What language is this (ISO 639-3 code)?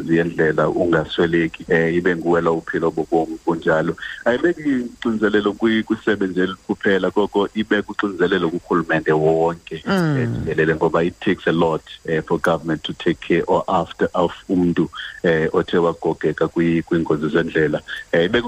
xho